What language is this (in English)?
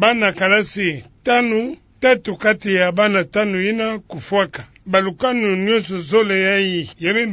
Kituba (Democratic Republic of Congo)